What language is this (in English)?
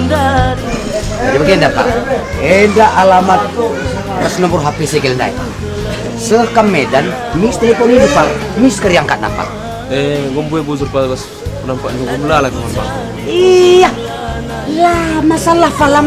Batak Karo